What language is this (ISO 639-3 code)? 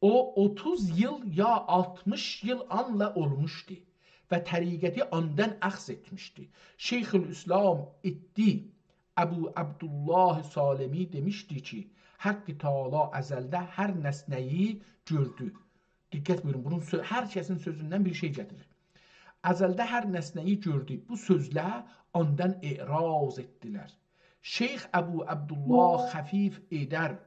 azb